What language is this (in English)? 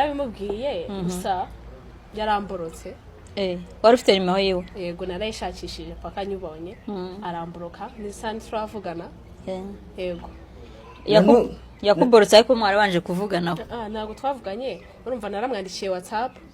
Kinyarwanda